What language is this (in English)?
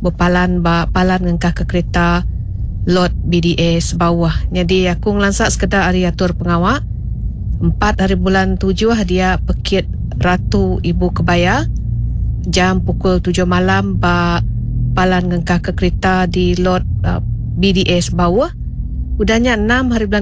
Iban